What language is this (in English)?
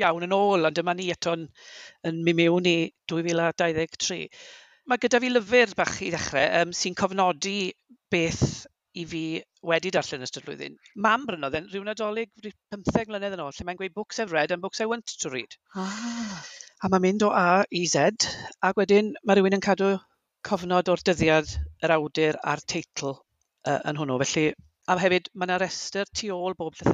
Welsh